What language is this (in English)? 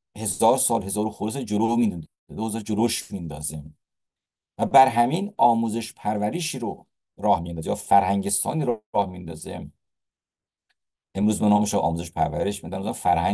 Persian